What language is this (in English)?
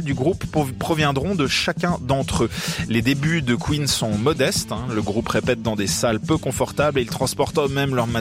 French